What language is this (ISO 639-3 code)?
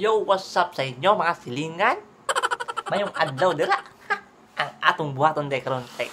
ceb